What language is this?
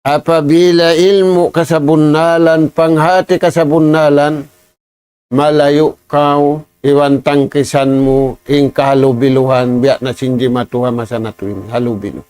Tausug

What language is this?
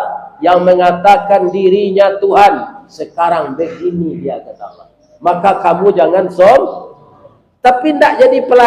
Minangkabau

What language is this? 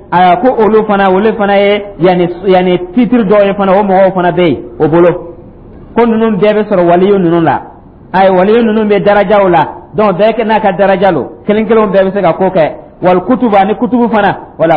Dyula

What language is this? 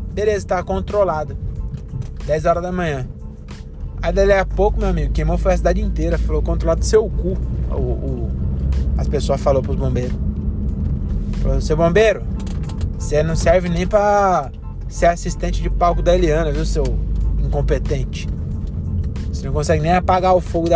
Portuguese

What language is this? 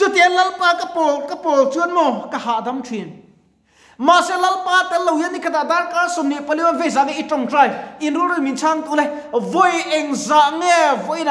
Mizo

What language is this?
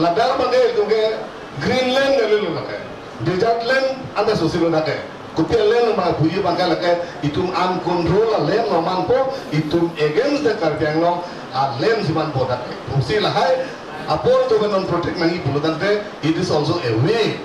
Karbi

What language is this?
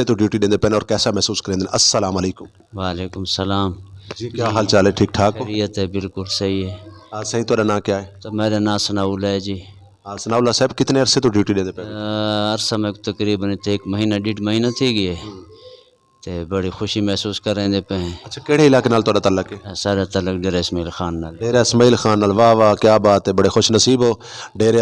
Saraiki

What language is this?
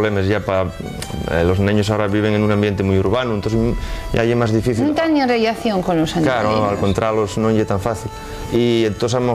Asturian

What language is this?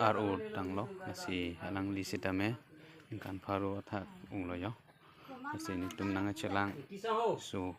Karbi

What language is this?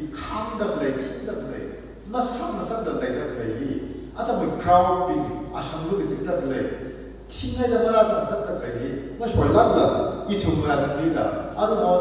Tangkhul Naga (India)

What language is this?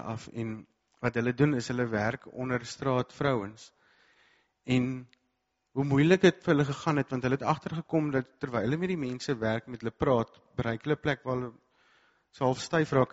Afrikaans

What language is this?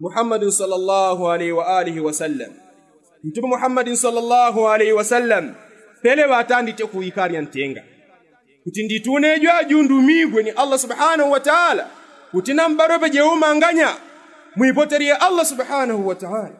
Yao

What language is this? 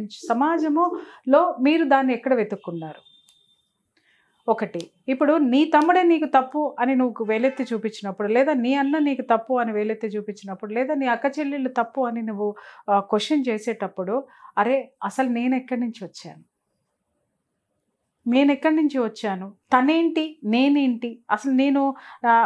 Telugu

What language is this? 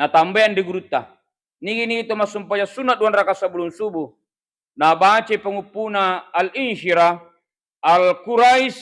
Buginese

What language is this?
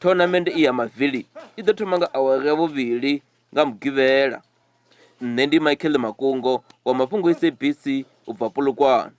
Venda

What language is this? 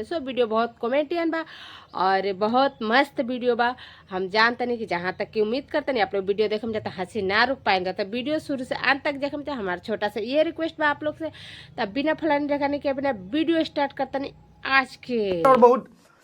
Bhojpuri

